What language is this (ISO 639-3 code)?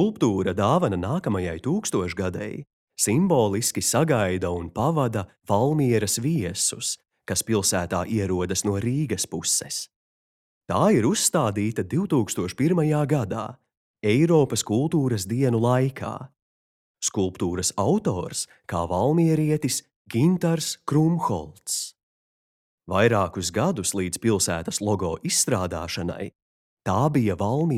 lav